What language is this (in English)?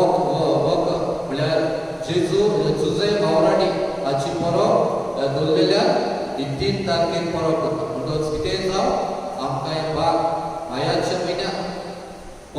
Konkani